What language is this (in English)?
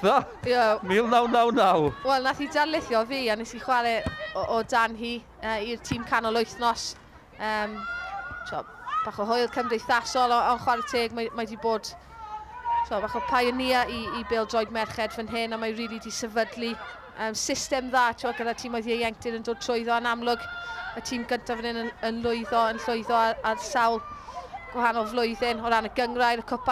Welsh